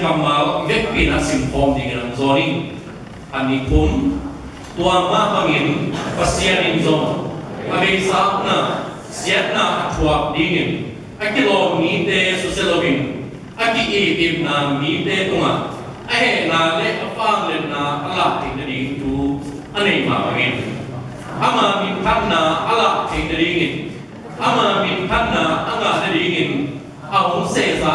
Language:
Tedim Chin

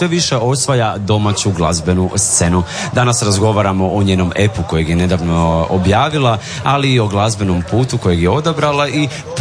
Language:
Croatian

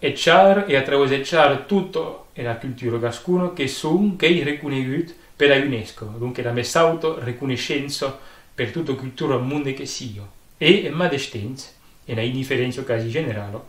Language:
Occitan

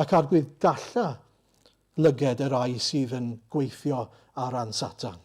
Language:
Welsh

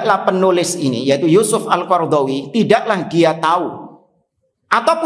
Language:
Indonesian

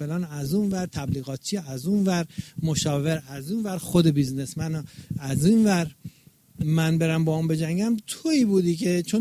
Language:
Persian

